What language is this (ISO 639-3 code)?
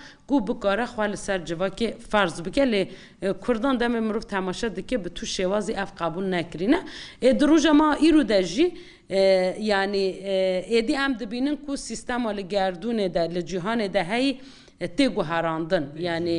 kur